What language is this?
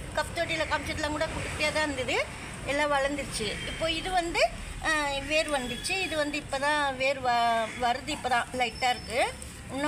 Tamil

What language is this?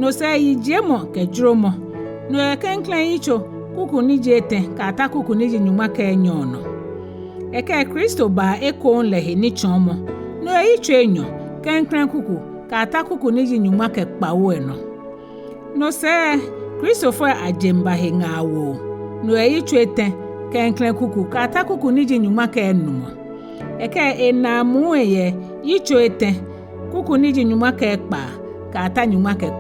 Ga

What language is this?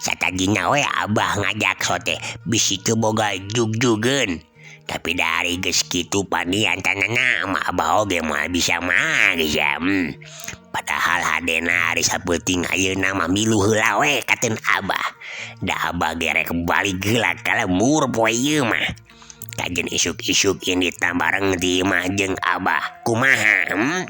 Sundanese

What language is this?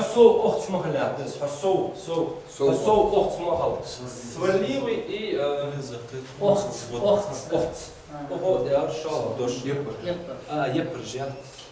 Ingush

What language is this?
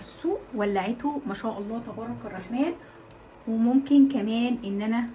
Egyptian Arabic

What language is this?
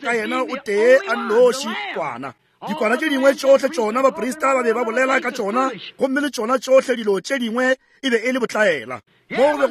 Northern Sotho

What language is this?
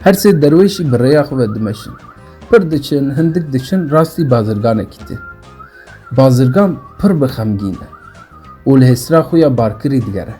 Kurdish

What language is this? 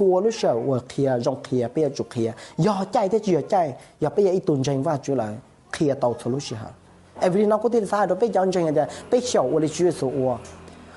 Hmong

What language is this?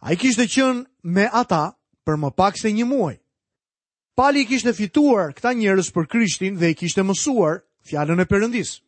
Albanian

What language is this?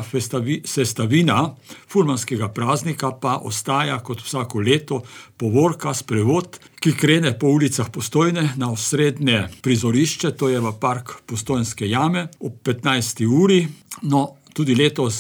Slovenian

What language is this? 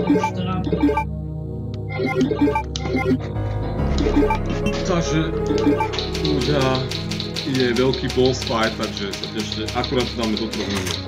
Slovak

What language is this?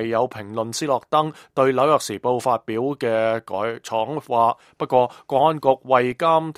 Cantonese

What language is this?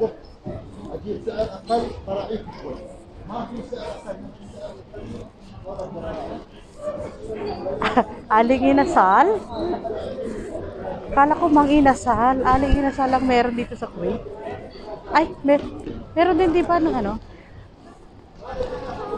Filipino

